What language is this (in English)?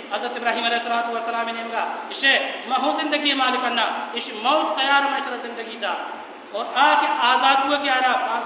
Baluchi